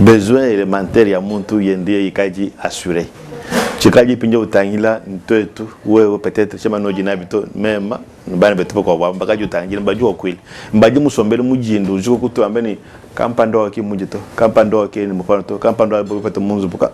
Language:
Luba-Lulua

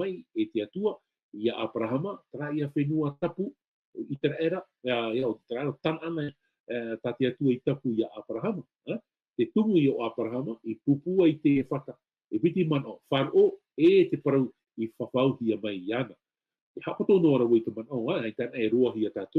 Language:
Tahitian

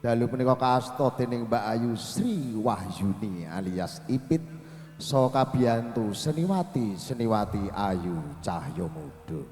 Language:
Javanese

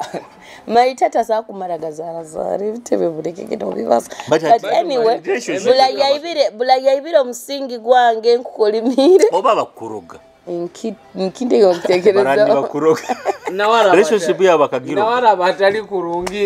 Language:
Nyoro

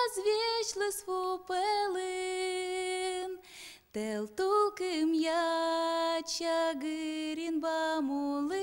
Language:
Udmurt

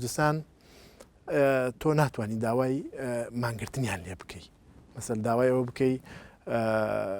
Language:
Central Kurdish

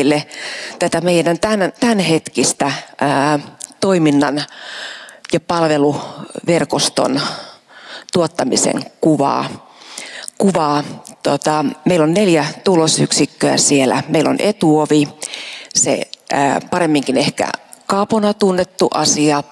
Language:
Finnish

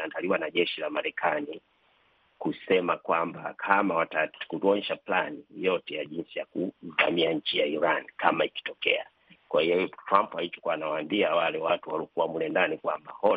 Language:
Swahili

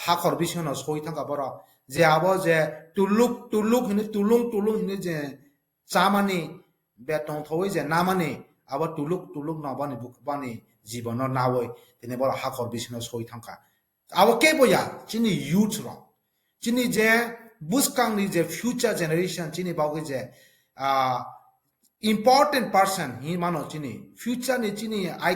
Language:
Kok Borok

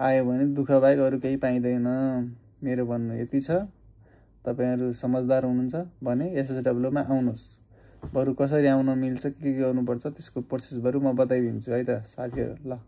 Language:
Nepali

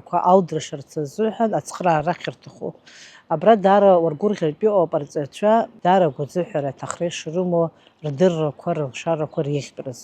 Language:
Abkhazian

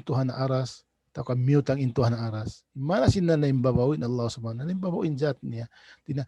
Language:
Tausug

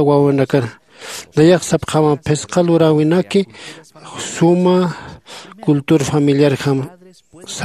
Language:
Aymara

